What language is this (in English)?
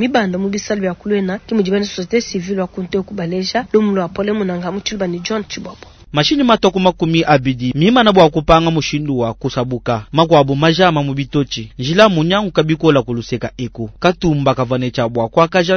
Luba-Lulua